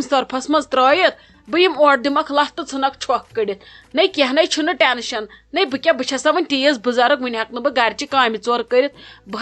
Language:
Kashmiri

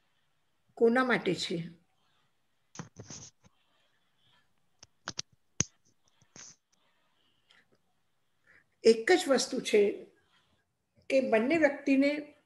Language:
Gujarati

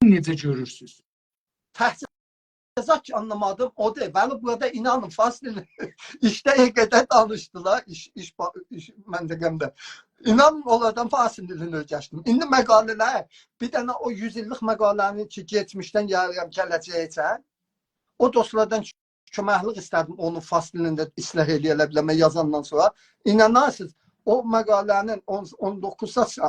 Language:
South Azerbaijani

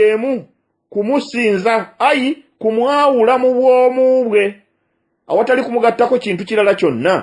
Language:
Ganda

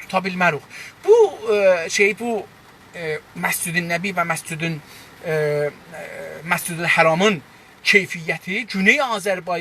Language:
South Azerbaijani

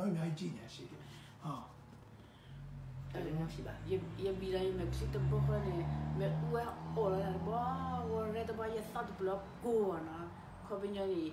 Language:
Burmese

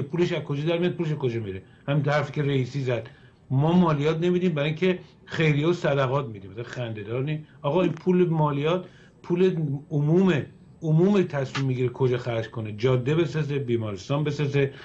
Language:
Persian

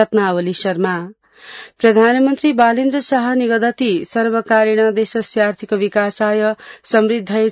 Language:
Sanskrit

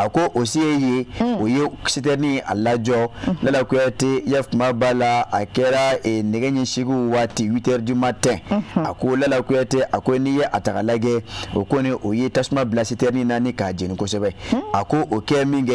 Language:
Bambara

